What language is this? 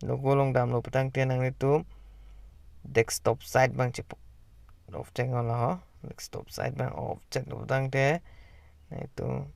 Karbi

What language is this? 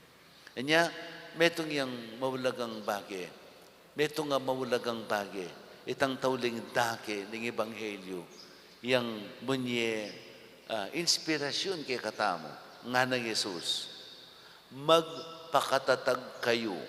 Pampanga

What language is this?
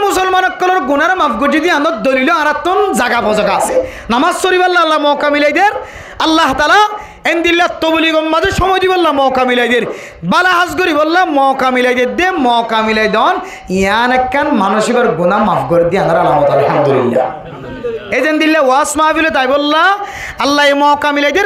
Rohingya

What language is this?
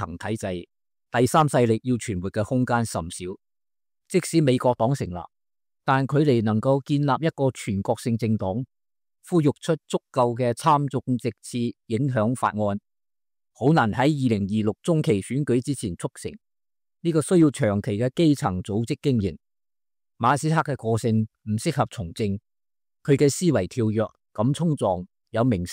Cantonese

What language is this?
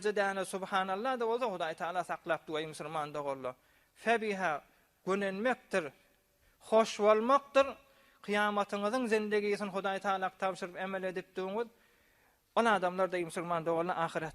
Turkmen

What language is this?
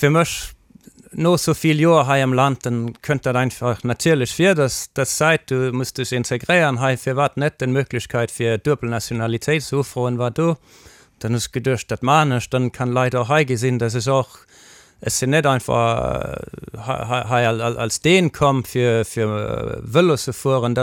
Luxembourgish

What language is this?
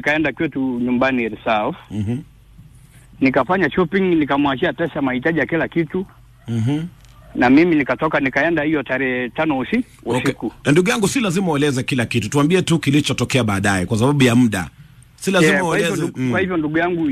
Swahili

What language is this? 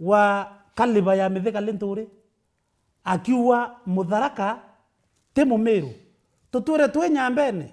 Meru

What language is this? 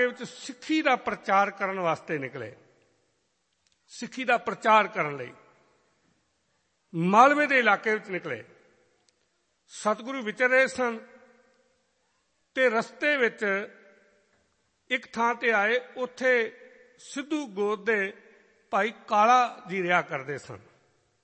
Punjabi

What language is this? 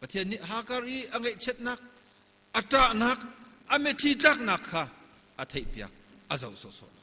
Hakha Chin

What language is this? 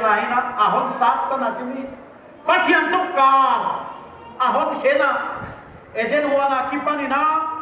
Paite Chin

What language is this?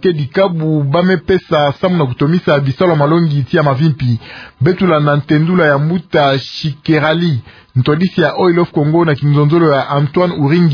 Kituba (Democratic Republic of Congo)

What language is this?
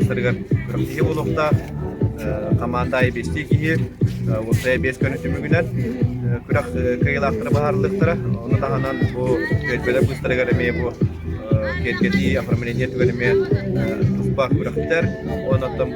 Yakut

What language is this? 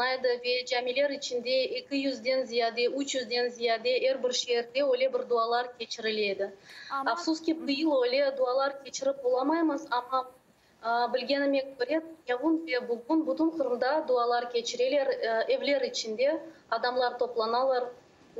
Crimean Tatar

